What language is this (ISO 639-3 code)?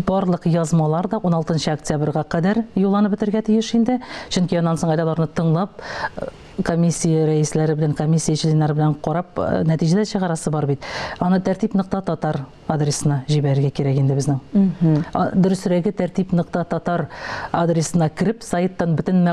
tat